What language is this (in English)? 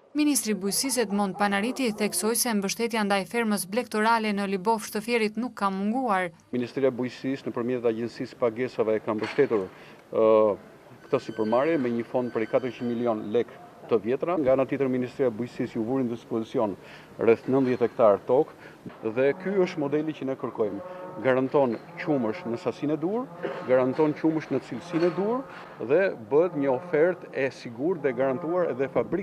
Albanian